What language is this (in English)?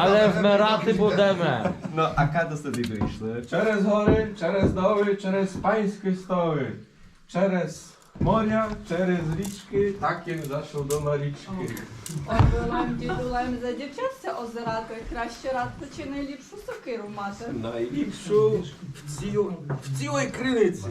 Rusyn